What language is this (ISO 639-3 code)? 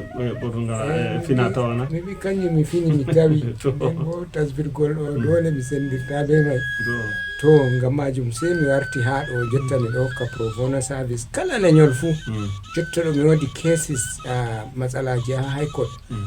ful